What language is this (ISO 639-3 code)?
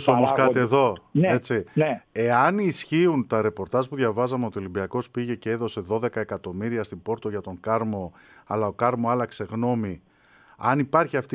ell